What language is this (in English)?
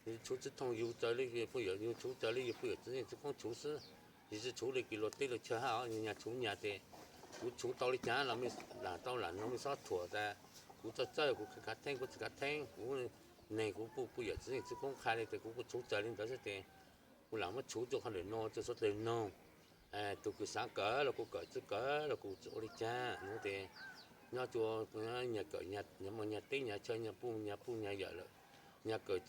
Hmong